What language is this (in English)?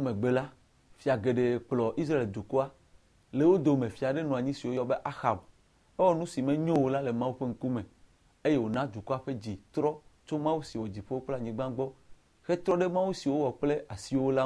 Ewe